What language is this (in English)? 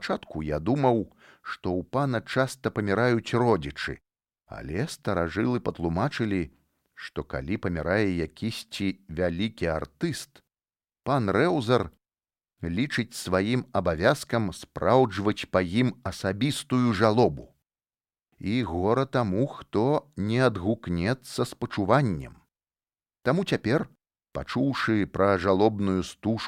Belarusian